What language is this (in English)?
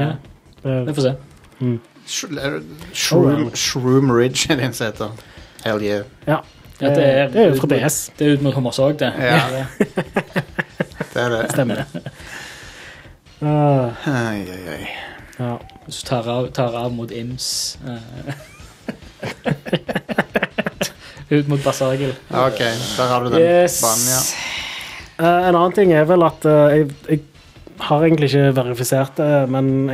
Norwegian